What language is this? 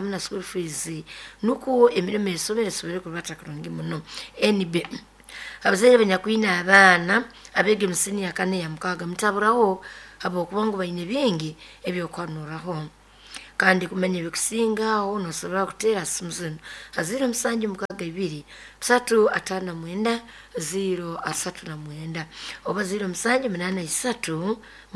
Nyoro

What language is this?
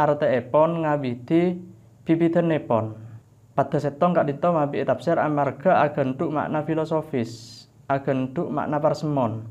Madurese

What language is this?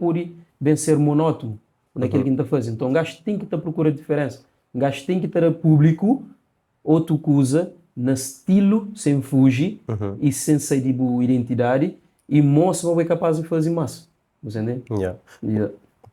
Kabuverdianu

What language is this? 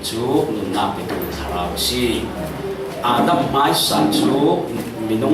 Falam Chin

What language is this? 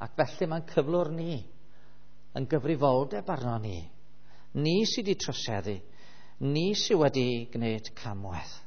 Welsh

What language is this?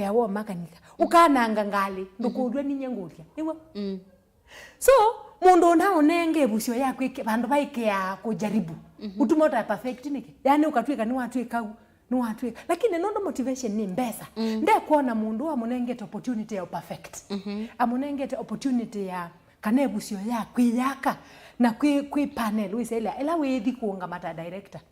Kamba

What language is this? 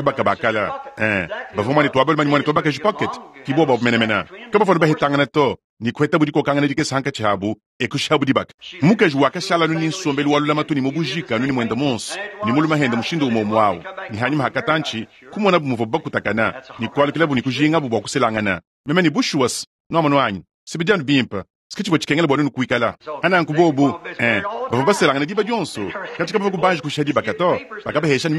Luba-Lulua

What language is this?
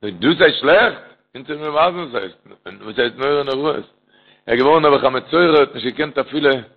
Yiddish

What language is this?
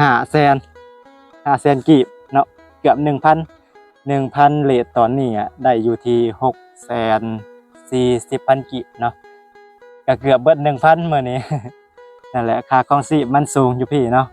Lao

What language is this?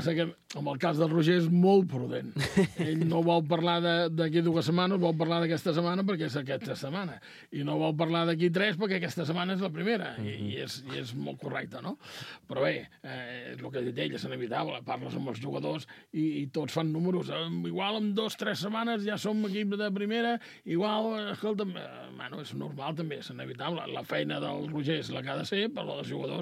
Catalan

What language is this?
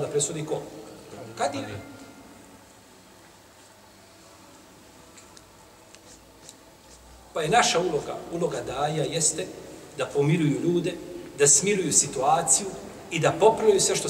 Bosnian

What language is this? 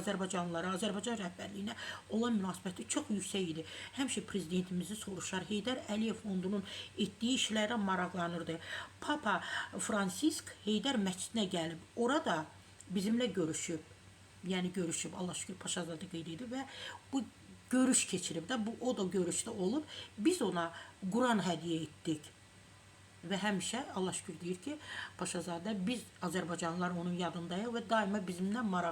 Azerbaijani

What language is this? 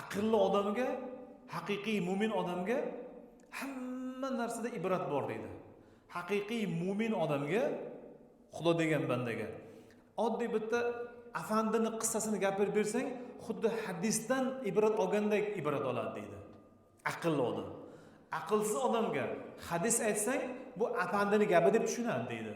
Uzbek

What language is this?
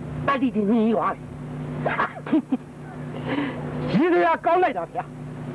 Burmese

